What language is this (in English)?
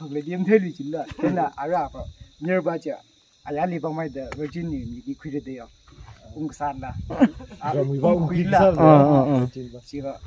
Tangkhul Naga (India)